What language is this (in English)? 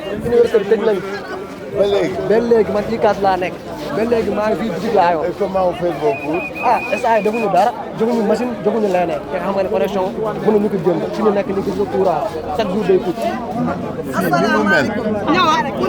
Wolof